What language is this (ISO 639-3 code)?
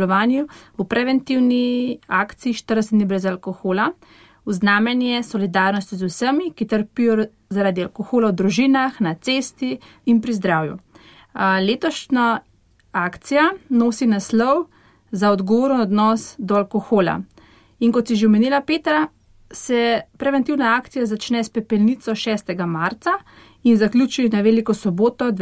slv